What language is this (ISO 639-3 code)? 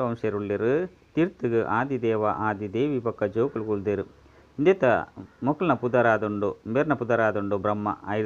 tcy